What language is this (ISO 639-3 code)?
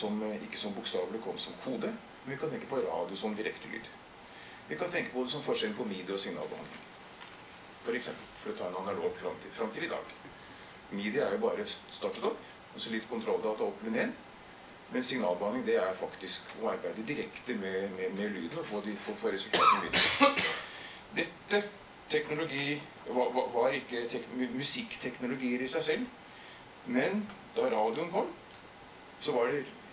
nor